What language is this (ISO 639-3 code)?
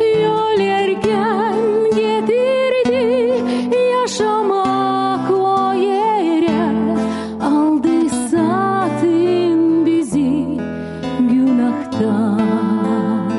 gag